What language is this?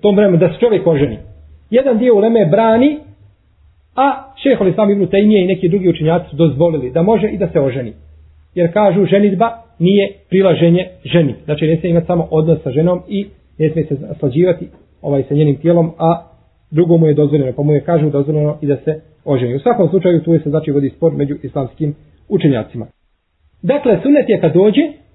Bosnian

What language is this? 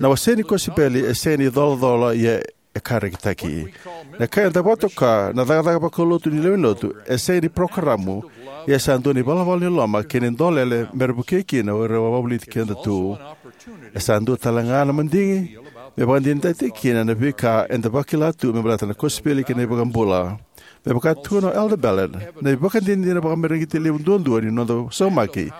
Fijian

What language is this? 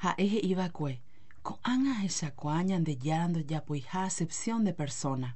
Guarani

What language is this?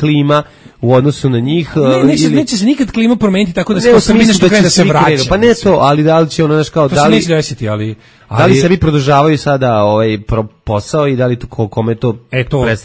Serbian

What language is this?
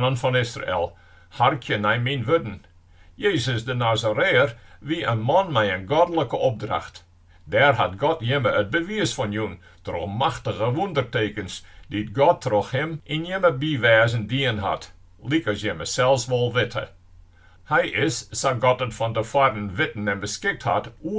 Western Frisian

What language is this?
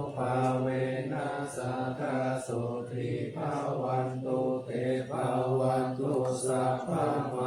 Pali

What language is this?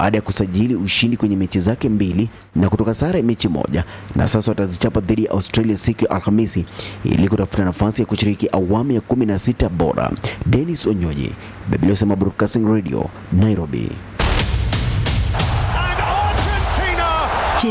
Swahili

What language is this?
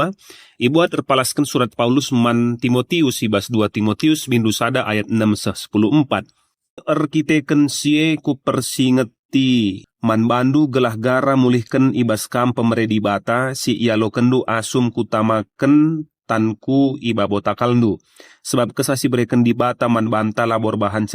Batak Karo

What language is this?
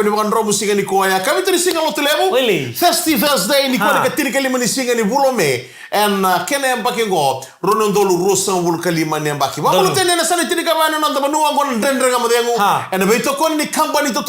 Fijian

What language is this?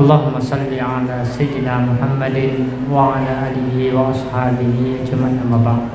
Buginese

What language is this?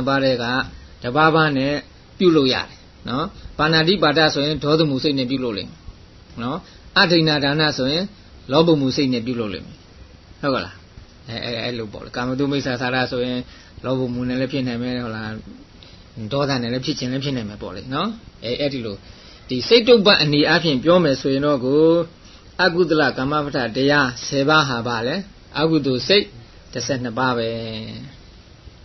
Burmese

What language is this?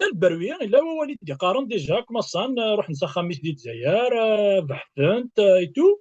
Kabyle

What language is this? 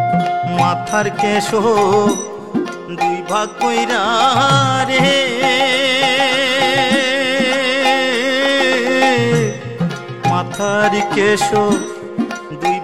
Bangla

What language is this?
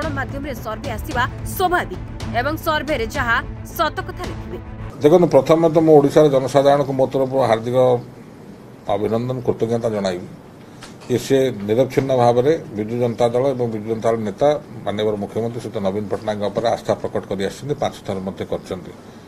Odia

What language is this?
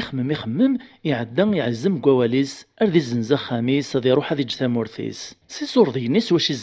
Kabyle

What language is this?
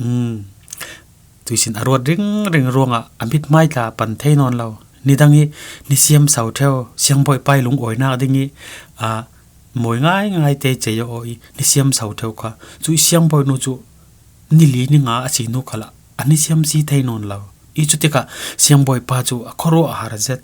Falam Chin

